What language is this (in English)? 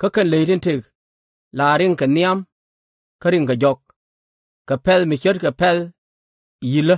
Nuer